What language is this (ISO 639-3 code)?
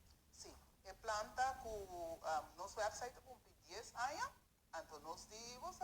pap